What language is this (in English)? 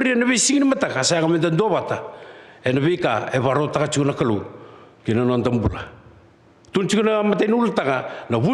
Fijian